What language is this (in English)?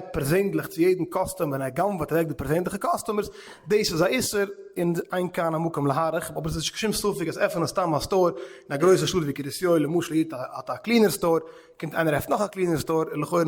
Yiddish